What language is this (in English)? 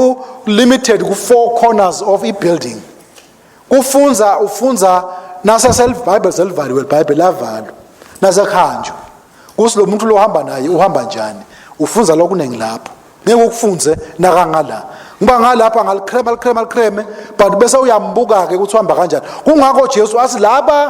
Swati